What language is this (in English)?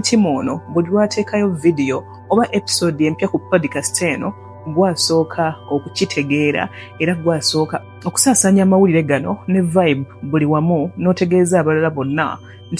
Ganda